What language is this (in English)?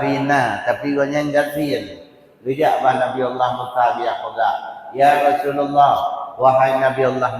Achinese